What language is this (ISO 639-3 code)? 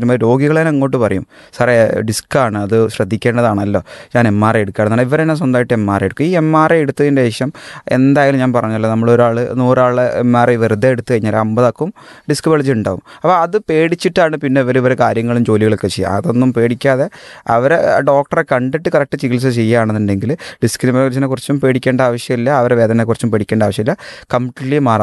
mal